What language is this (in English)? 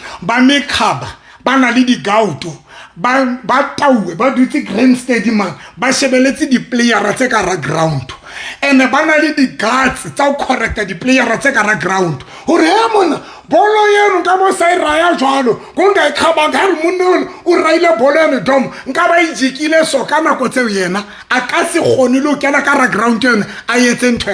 Southern Sotho